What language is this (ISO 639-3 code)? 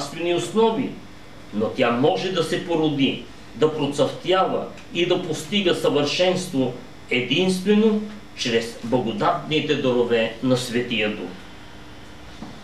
bul